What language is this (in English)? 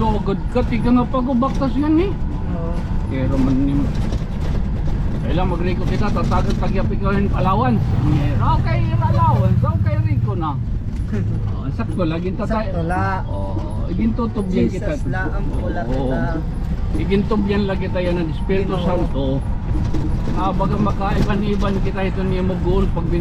Waray